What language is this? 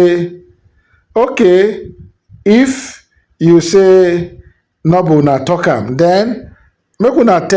Nigerian Pidgin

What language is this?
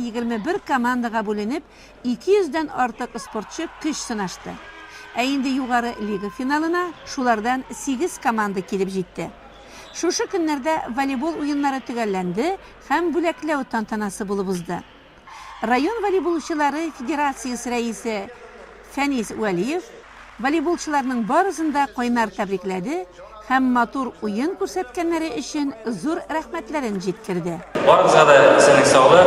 Tatar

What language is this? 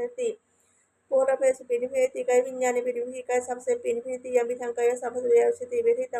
Pali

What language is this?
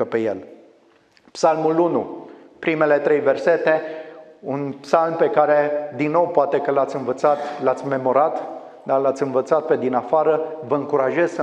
Romanian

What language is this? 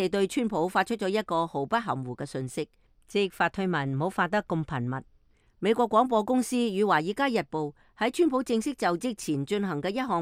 Cantonese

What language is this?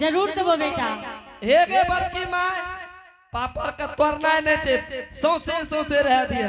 Angika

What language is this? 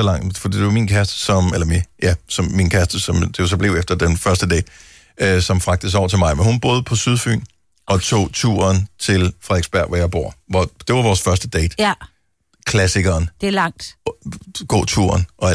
Danish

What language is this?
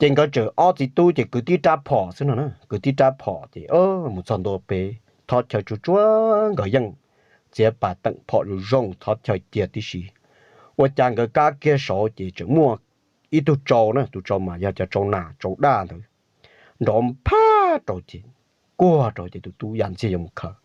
Hmong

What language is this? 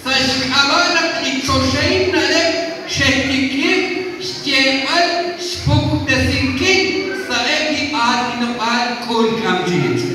Kekchí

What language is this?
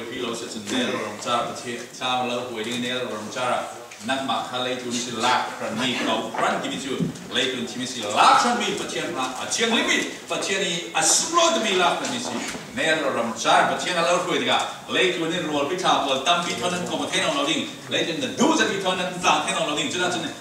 Falam Chin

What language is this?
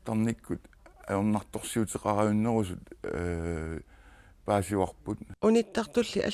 Kalaallisut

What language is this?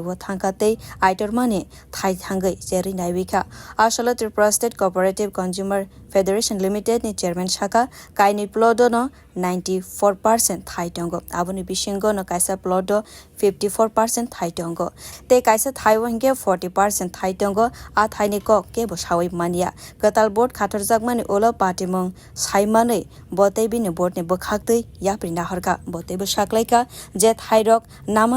Kok Borok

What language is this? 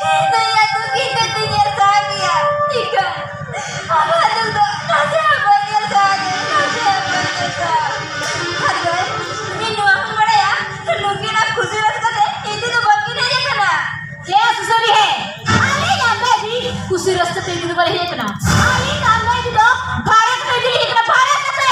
Santali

